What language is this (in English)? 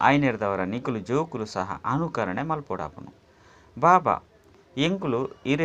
Tulu